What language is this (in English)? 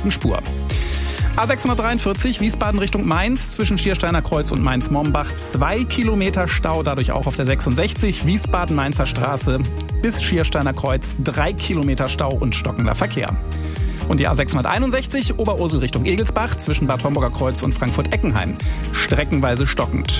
German